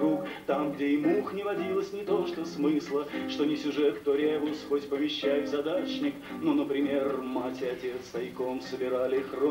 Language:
Russian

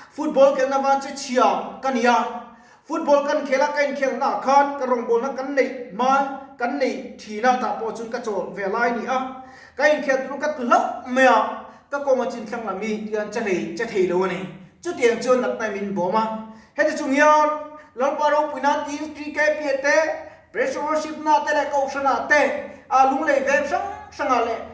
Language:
Mizo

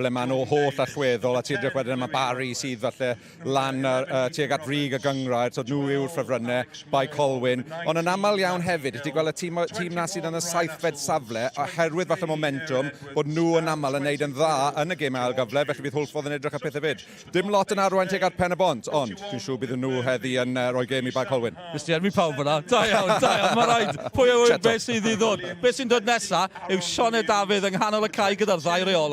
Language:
Welsh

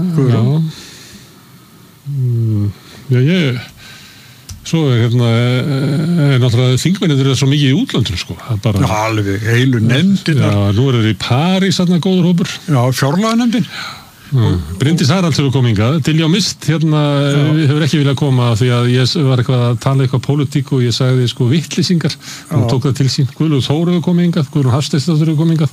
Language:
Icelandic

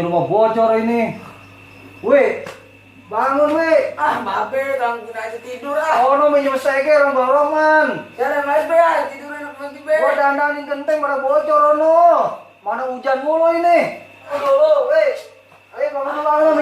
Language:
Betawi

